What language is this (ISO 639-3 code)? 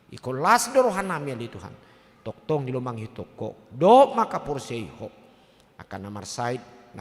bbc